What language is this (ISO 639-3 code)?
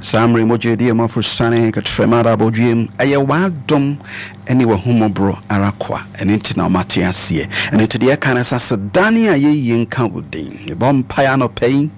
aka